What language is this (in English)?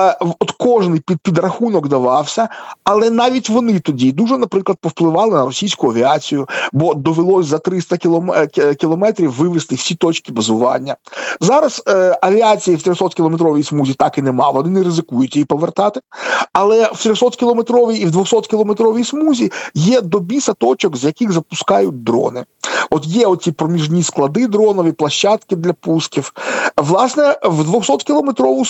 Ukrainian